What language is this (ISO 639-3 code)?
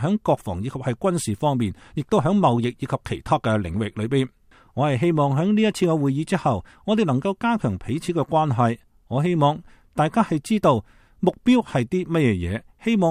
yue